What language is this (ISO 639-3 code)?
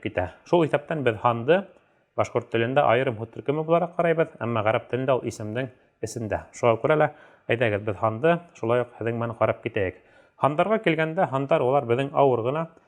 bak